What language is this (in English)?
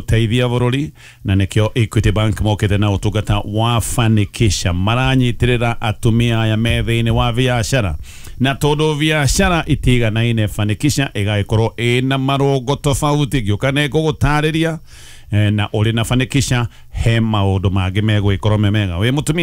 Kikuyu